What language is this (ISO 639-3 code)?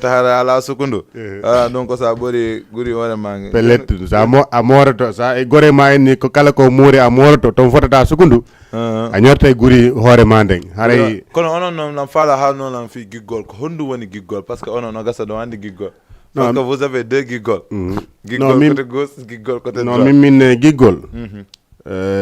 ful